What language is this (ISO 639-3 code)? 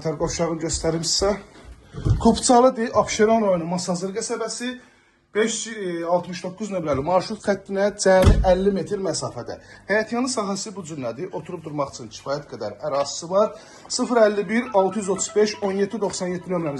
aze